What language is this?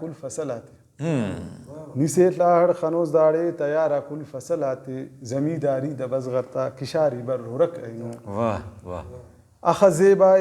Brahui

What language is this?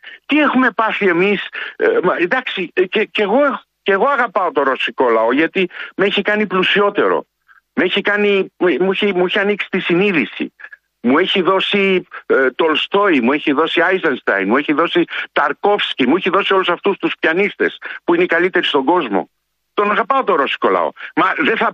Greek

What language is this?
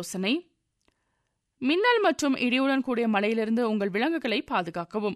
Tamil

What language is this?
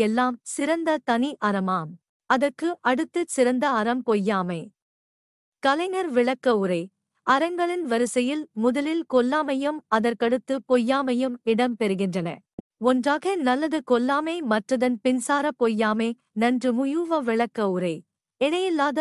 Tamil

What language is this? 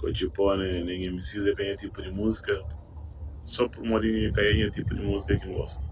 Kabuverdianu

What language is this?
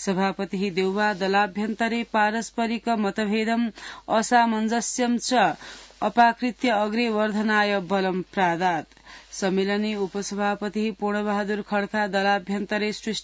Sanskrit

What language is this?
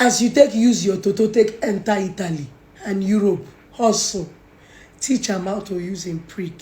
Nigerian Pidgin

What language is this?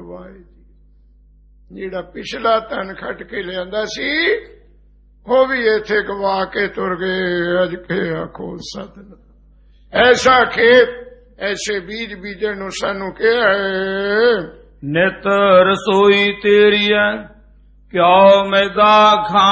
Punjabi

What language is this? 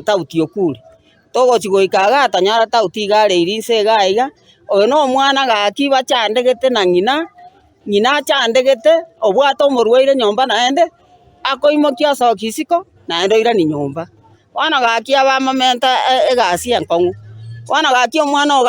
Gusii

